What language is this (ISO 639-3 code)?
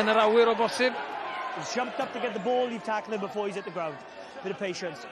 cym